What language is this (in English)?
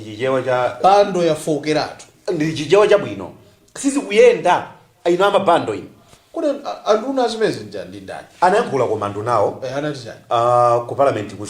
Nyanja